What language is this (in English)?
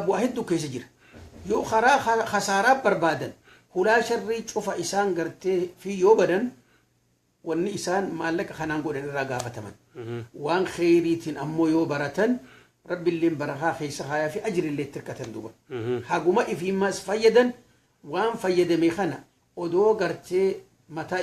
Oromo